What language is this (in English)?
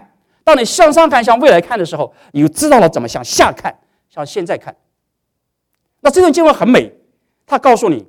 Chinese